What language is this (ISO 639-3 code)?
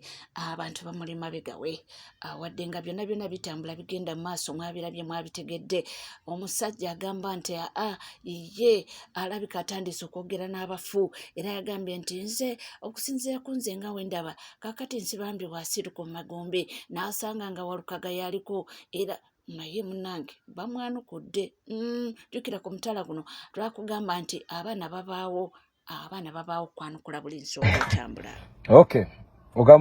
lug